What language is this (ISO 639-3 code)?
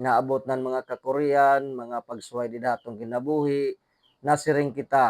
war